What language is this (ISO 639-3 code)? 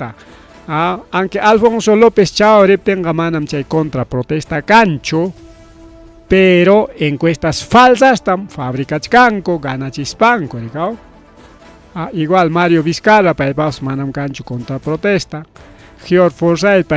quy